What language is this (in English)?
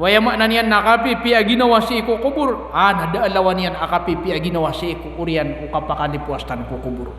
Maranao